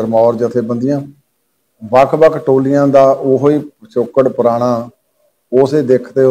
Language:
Punjabi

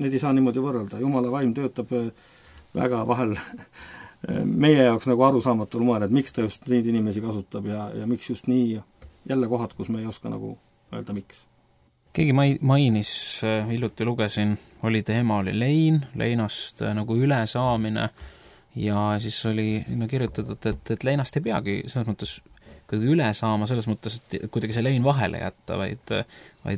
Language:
Estonian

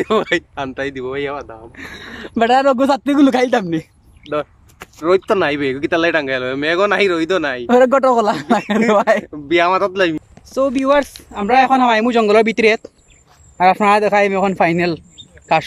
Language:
Sylheti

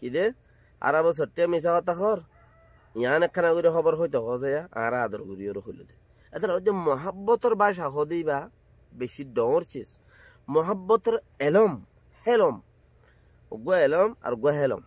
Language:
Rohingya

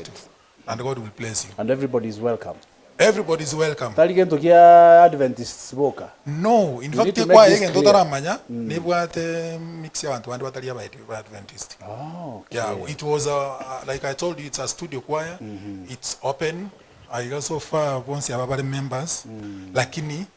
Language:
Gusii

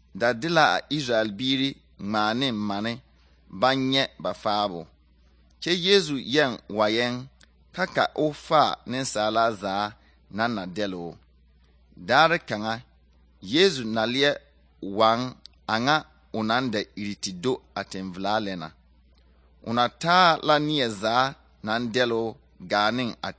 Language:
Southern Dagaare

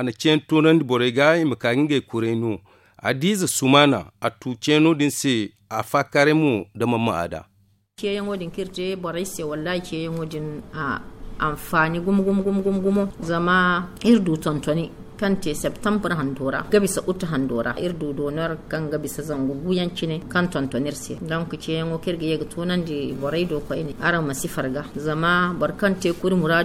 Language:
Zarma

